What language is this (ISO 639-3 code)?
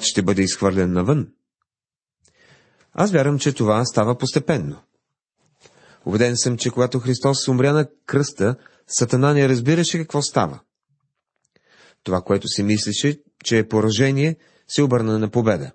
bul